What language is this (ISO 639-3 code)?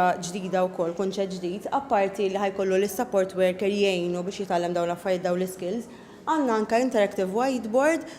mlt